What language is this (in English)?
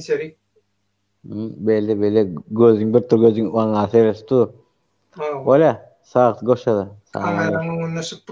Turkmen